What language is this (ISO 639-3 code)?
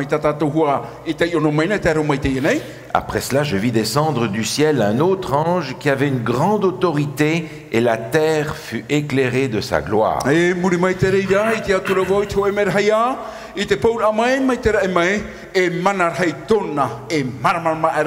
tah